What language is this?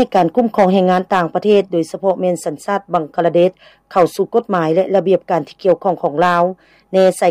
Lao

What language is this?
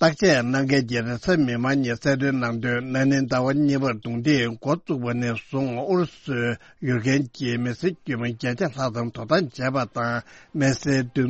Tibetan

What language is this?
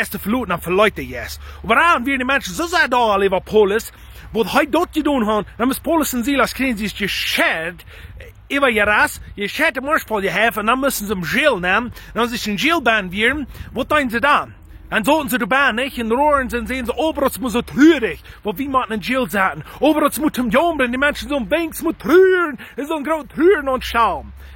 Plautdietsch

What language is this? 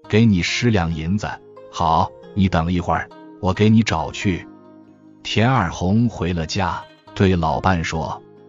Chinese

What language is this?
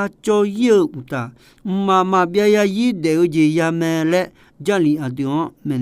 Akha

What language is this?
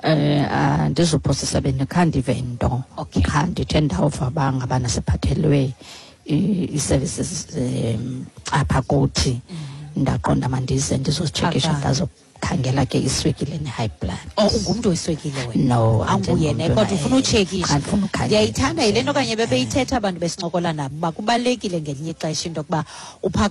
Xhosa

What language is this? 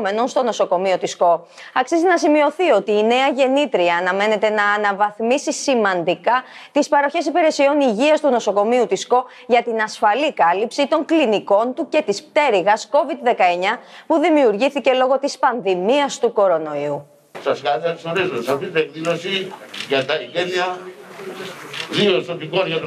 Greek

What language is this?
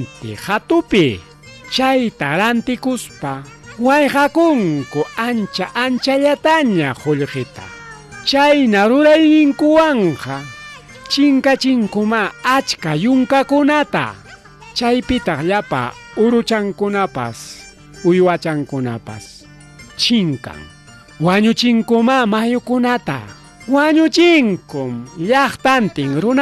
Ayacucho Quechua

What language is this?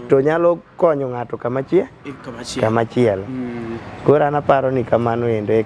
Luo (Kenya and Tanzania)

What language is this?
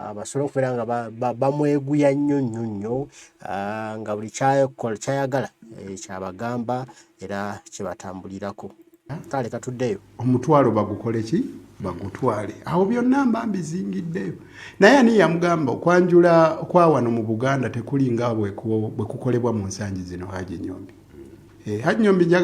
Ganda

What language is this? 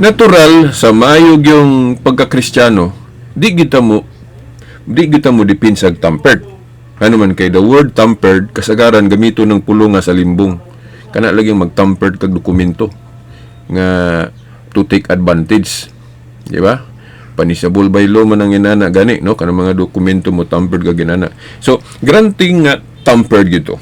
Cebuano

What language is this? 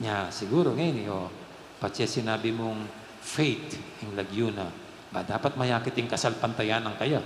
Pampanga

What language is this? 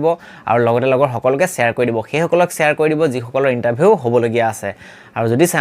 Assamese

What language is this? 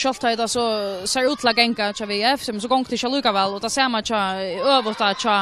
Faroese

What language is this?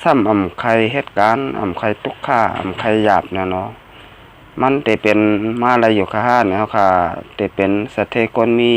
Shan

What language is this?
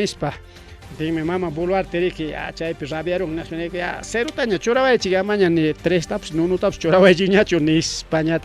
Ayacucho Quechua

